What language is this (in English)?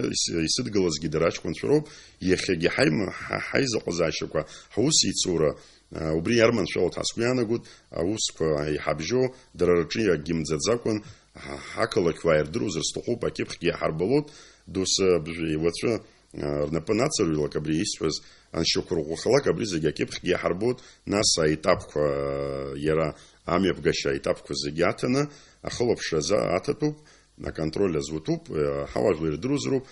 Abkhazian